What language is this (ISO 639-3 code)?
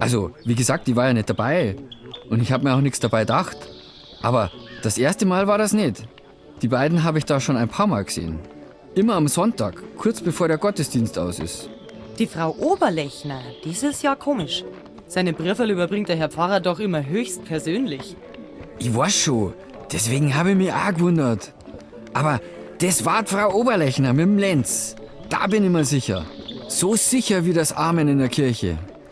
bar